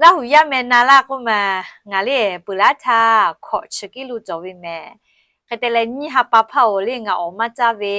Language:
Lahu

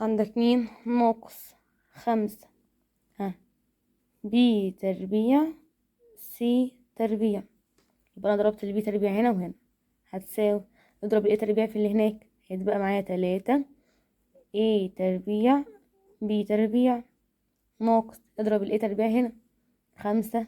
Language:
Egyptian Arabic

